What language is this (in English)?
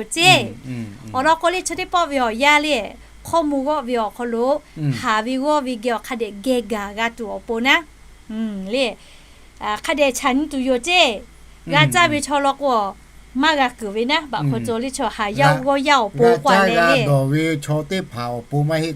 Lahu